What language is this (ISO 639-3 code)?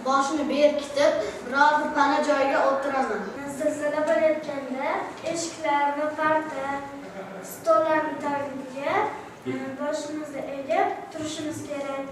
uzb